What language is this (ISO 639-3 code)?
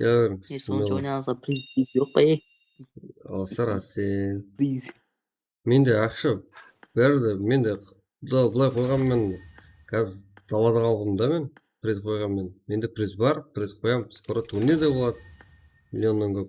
kaa